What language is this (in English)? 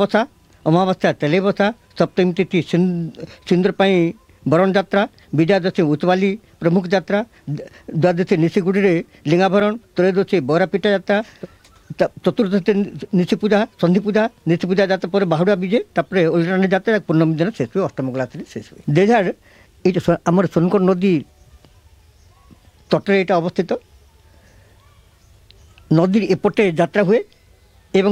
Odia